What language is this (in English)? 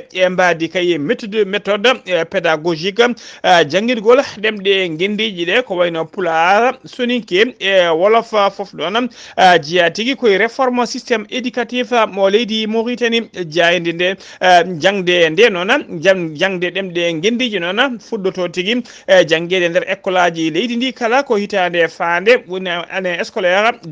Fula